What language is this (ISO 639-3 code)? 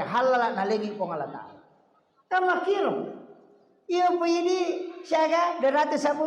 bug